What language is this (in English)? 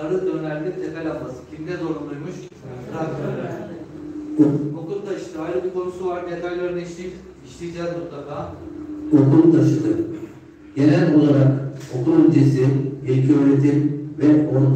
Turkish